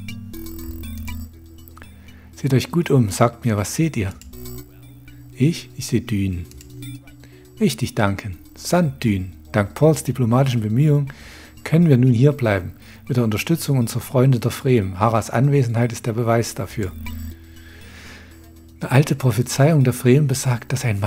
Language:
German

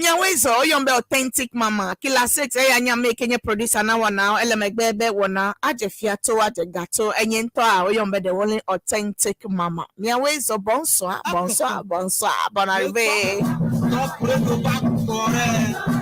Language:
Ewe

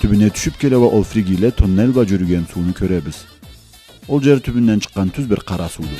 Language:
Karachay-Balkar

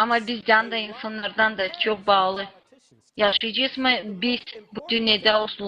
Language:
Gagauz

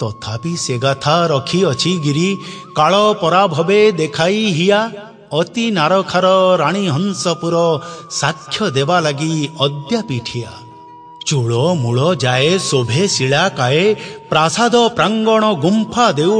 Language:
Odia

